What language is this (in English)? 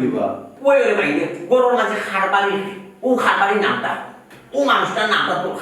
Sylheti